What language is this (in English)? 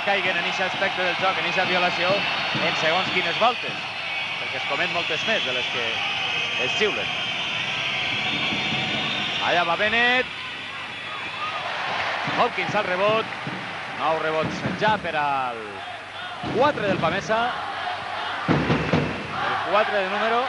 Catalan